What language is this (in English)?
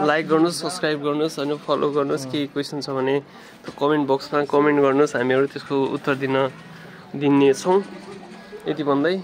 Nepali